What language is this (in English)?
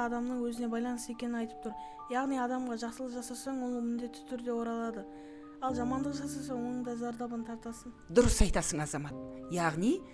Kazakh